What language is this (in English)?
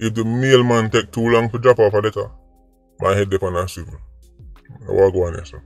Jamaican Creole English